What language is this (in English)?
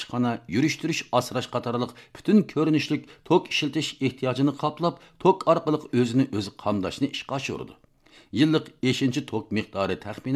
Uyghur